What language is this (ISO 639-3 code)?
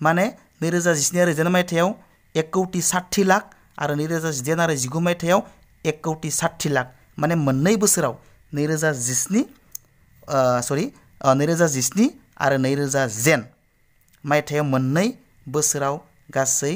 brx